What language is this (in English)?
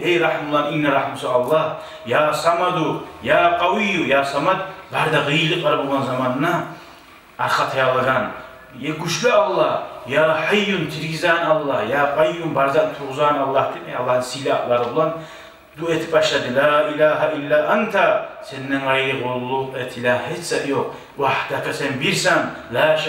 Kumyk